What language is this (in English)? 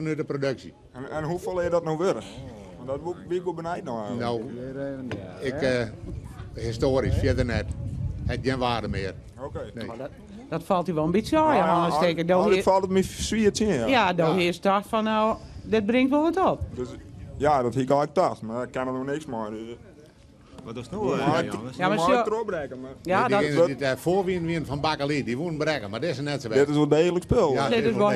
Western Frisian